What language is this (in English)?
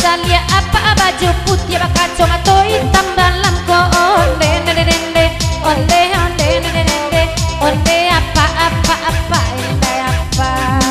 Minangkabau